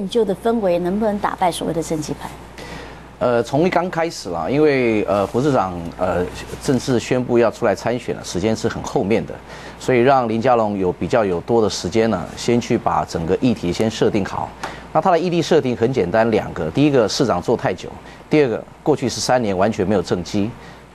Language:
Chinese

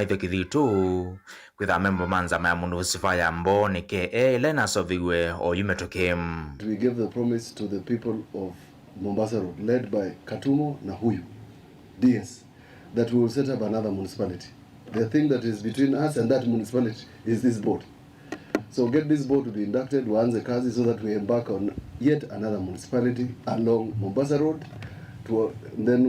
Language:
Kamba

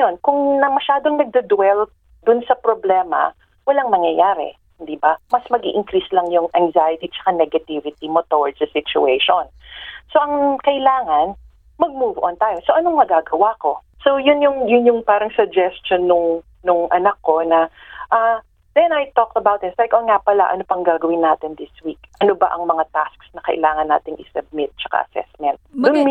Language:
Filipino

